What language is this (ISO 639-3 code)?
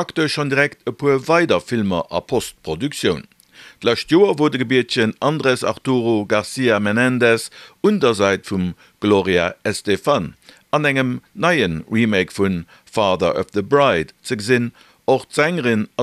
ltz